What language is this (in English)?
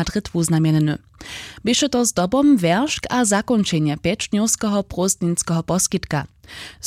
Upper Sorbian